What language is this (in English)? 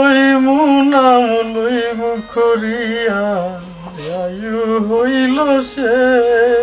Sylheti